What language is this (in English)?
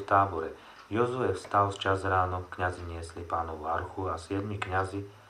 Slovak